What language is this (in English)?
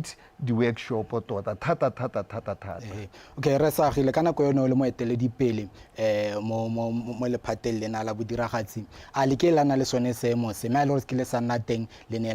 Tswana